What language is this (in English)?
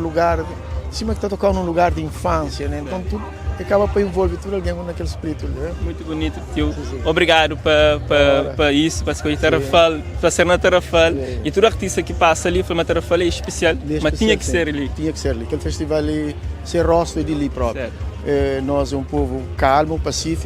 Kabuverdianu